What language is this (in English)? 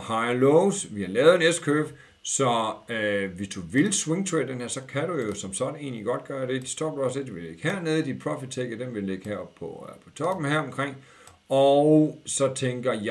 Danish